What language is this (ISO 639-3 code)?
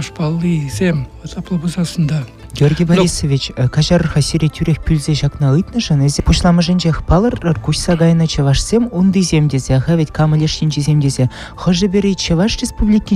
chv